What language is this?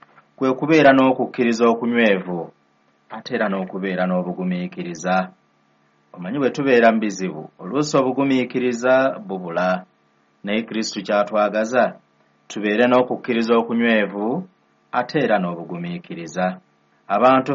Ganda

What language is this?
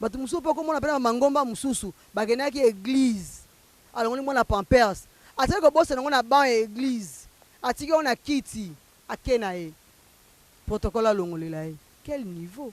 Lingala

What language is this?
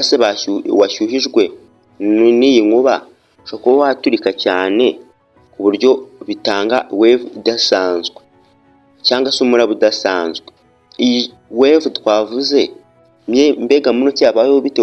Kinyarwanda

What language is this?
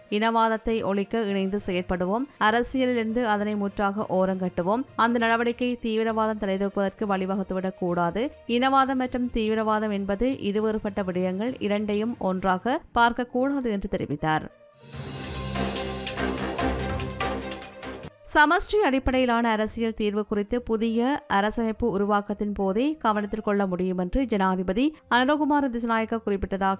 Tamil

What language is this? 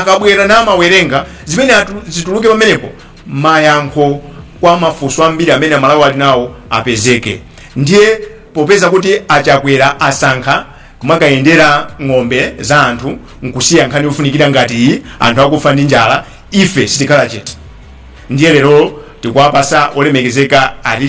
Nyanja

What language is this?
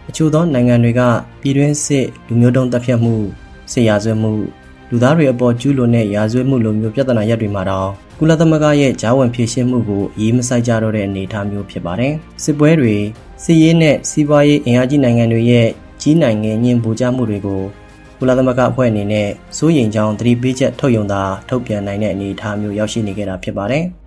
Burmese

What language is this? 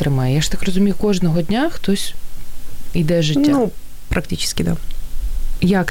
Ukrainian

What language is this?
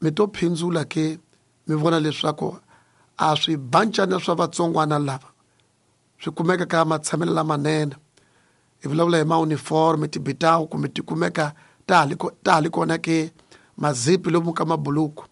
Tsonga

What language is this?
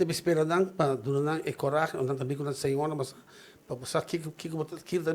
Papiamento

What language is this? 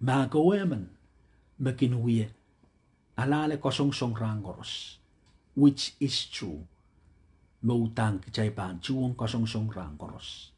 Pohnpeian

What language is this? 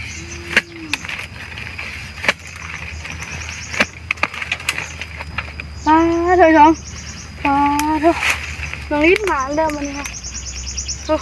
Northeastern Thai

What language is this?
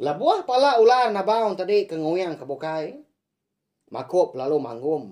Iban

